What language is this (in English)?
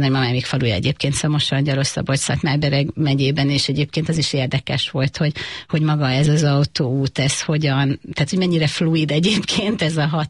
Hungarian